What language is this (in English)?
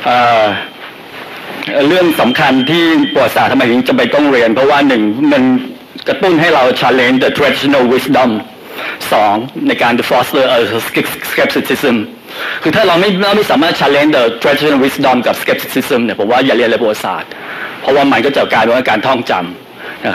Thai